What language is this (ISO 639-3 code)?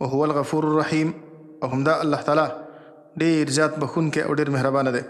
pus